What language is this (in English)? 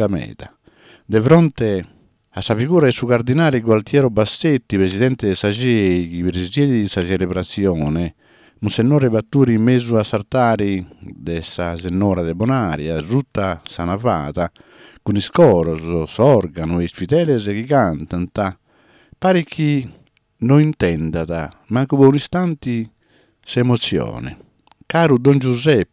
Sardinian